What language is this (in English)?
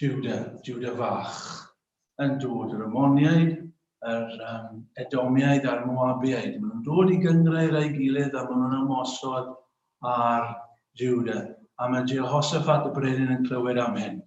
Welsh